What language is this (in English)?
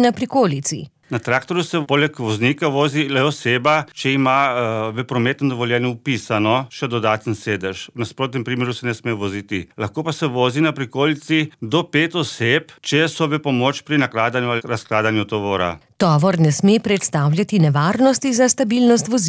Slovenian